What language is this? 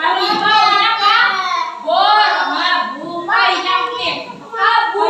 Banjar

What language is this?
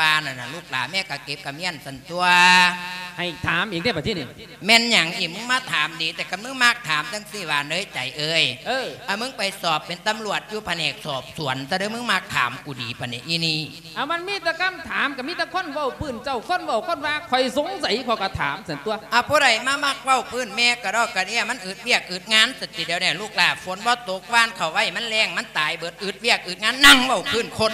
Lao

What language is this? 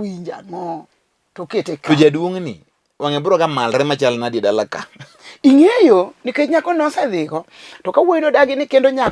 Luo (Kenya and Tanzania)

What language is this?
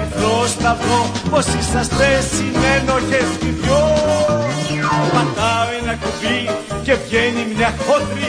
Greek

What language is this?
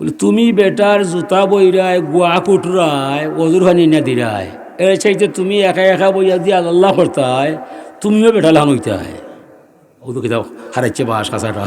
Sylheti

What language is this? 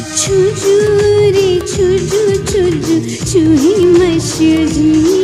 Newari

